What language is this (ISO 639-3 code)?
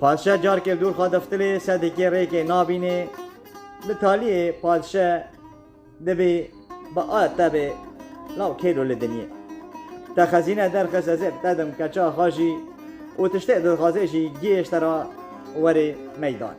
kur